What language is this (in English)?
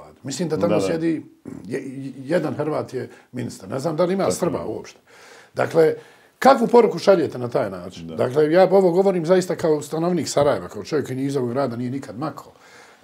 Bosnian